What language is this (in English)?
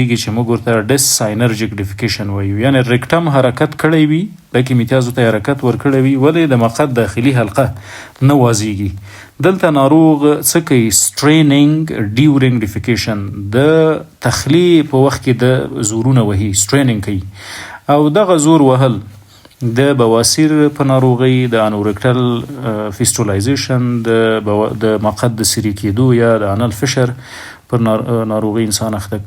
Pashto